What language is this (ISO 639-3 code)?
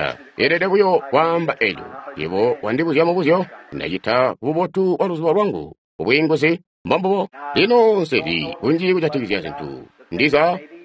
toi